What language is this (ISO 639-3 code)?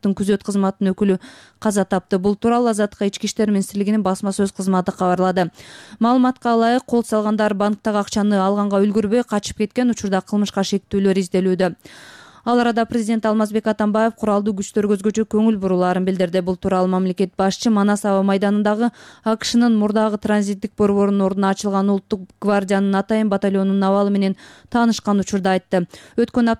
kir